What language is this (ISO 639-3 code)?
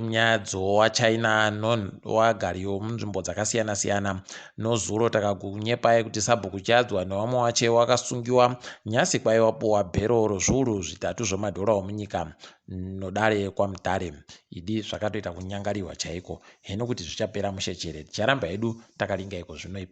ndc